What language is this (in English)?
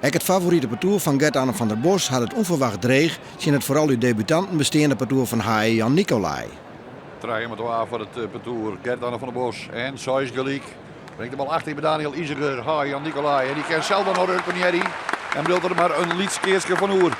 Western Frisian